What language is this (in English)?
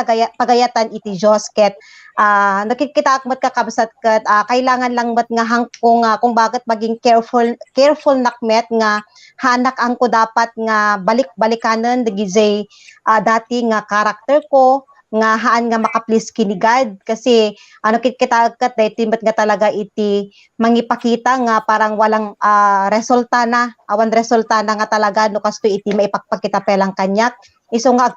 Iloko